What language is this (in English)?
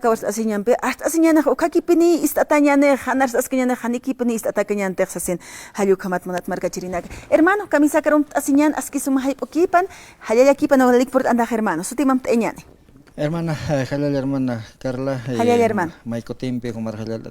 Aymara